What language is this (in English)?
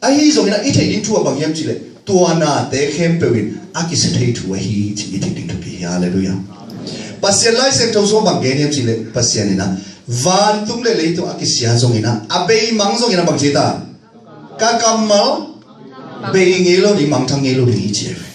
Tedim Chin